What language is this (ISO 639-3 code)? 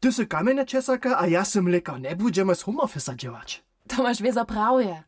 hsb